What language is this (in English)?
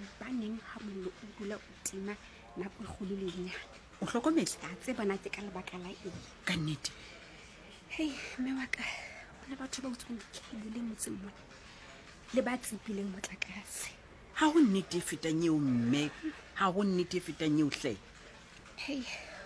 Southern Sotho